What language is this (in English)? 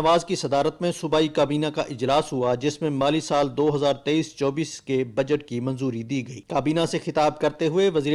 Urdu